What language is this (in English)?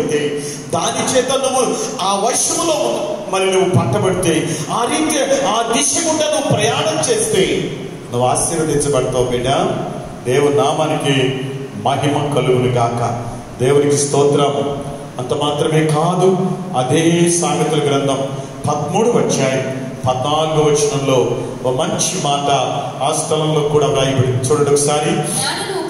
Telugu